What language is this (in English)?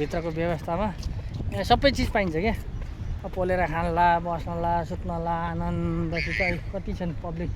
Nepali